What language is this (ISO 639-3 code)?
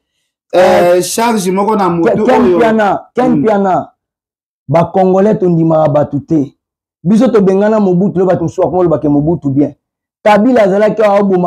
lin